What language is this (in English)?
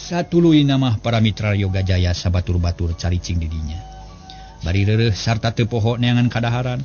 Sundanese